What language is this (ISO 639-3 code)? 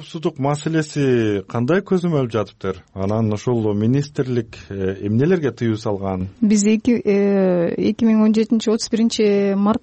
kir